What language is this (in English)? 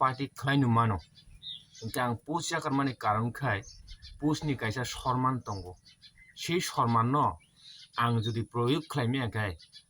Kok Borok